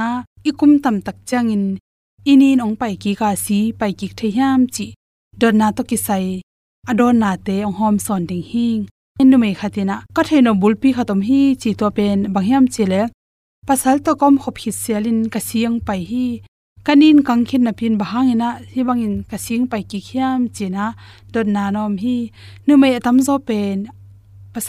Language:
Tedim Chin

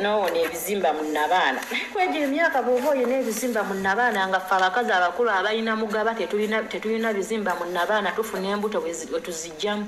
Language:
Ganda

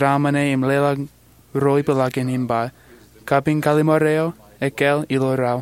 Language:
Marshallese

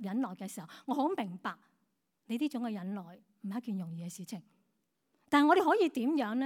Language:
Cantonese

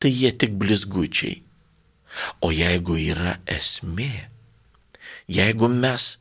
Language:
Lithuanian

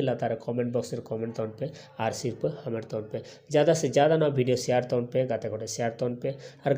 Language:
Santali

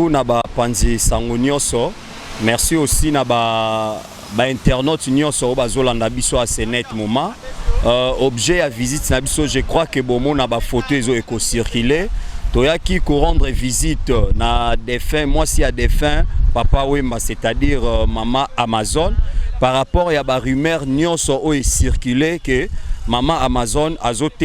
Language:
Lingala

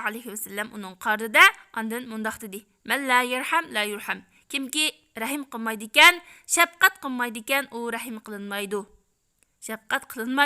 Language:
Uyghur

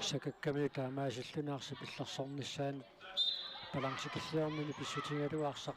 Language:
Kalaallisut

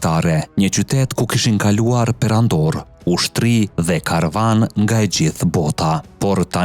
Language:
Albanian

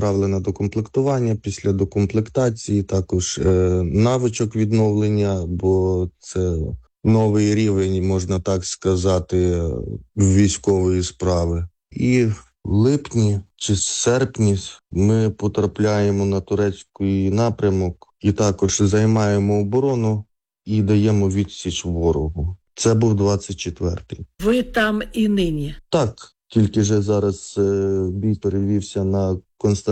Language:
Ukrainian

